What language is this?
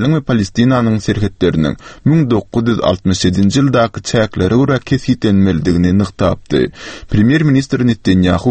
Turkmen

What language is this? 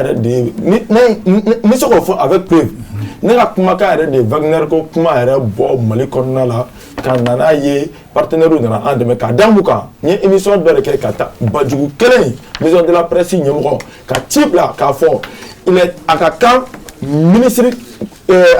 Bambara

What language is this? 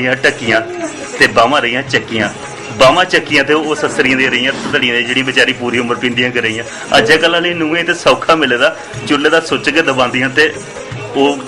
Dogri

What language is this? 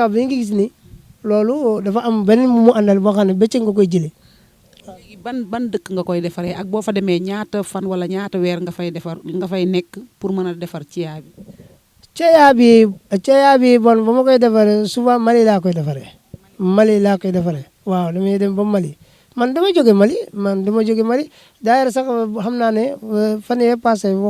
Wolof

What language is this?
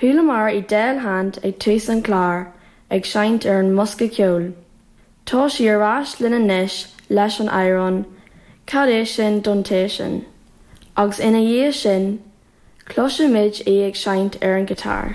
Irish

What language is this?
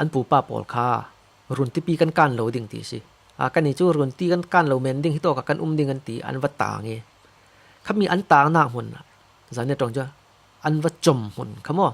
Falam Chin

